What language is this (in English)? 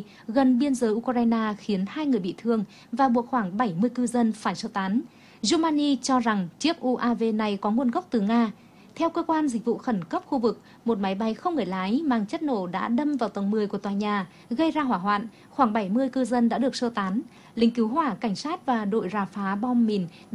Vietnamese